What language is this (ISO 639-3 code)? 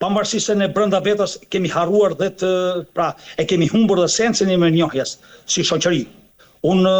sqi